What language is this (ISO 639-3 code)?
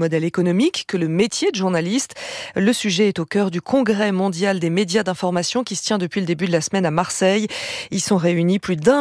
fra